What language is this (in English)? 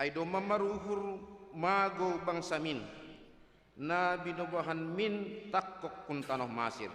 Batak Simalungun